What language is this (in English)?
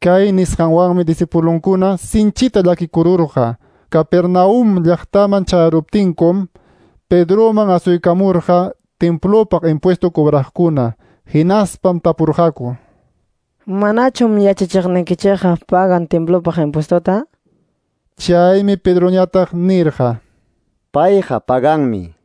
Quechua